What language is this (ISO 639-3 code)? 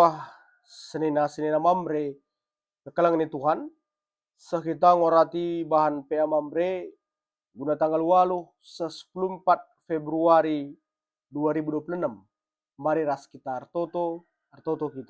btx